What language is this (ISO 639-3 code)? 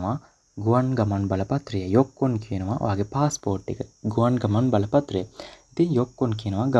sin